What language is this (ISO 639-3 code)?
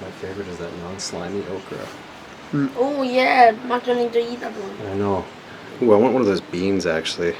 jam